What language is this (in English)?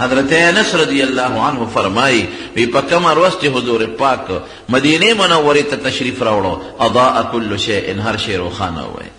Pashto